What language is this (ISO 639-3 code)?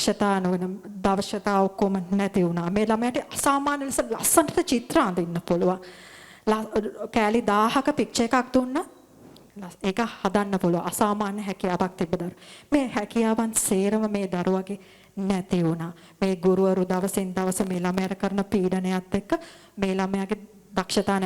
sin